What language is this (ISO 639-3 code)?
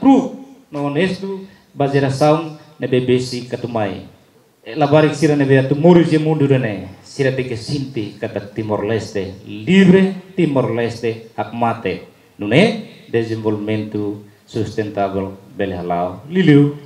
tet